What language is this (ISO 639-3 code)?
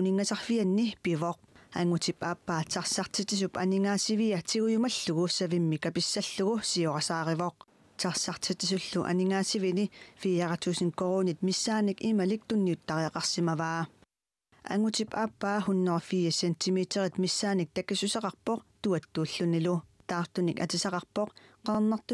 kal